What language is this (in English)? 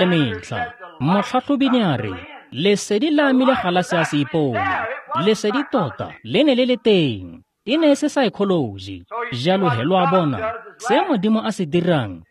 Tswana